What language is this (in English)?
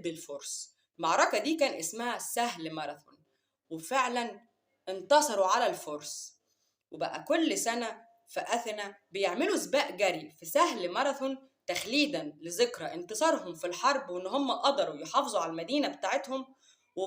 Egyptian Arabic